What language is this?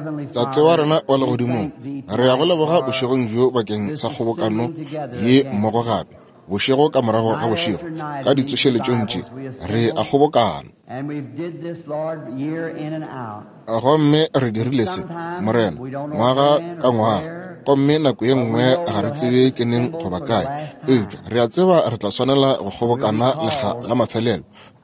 Northern Sotho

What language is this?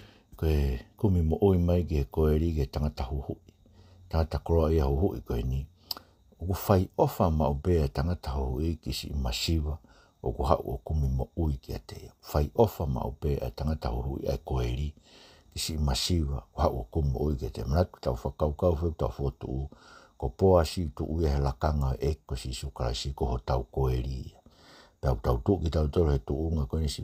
Tongan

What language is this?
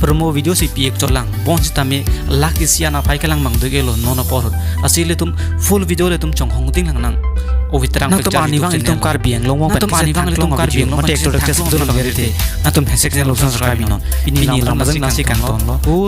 Karbi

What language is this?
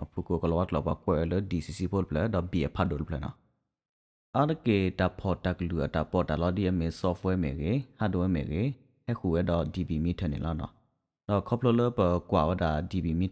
S'gaw Karen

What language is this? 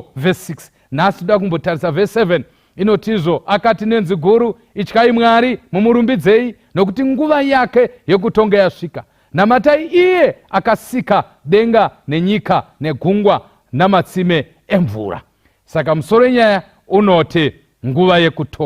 Shona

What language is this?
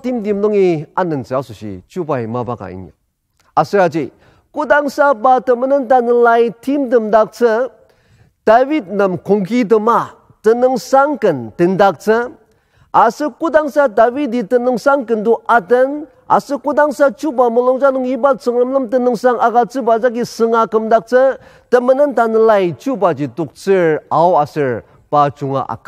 Ao Naga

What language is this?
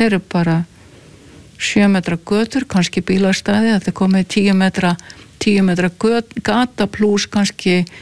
Icelandic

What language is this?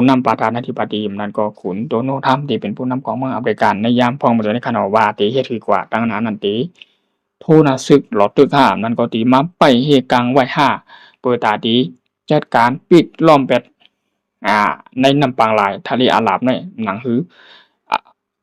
Shan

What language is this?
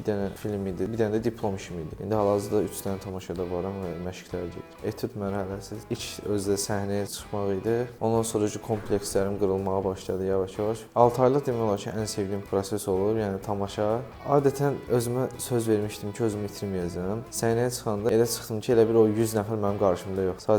Azerbaijani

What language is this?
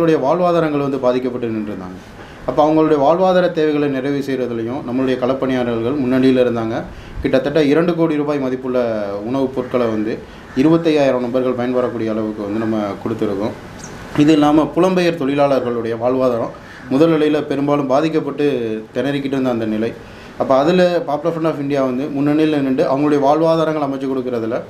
Tamil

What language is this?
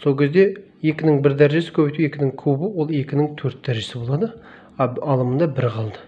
Kazakh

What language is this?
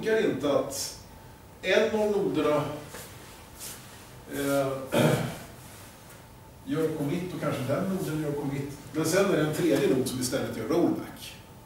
Swedish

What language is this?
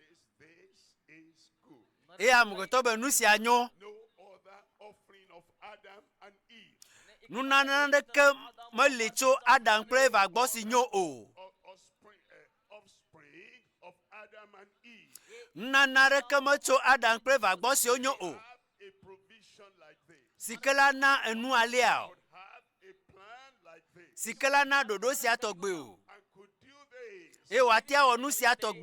Ewe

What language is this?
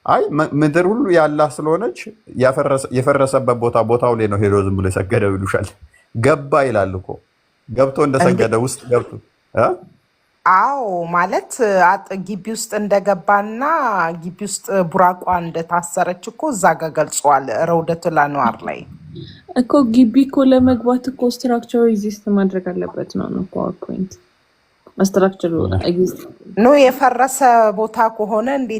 Amharic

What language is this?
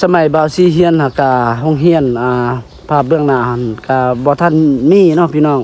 Lao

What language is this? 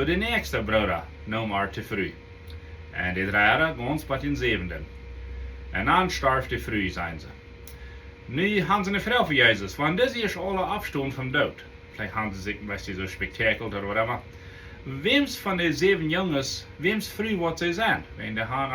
Plautdietsch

